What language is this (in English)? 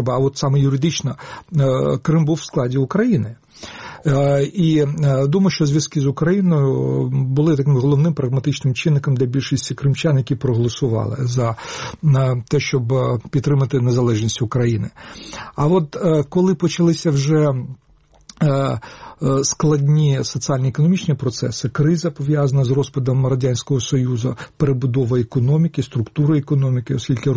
Ukrainian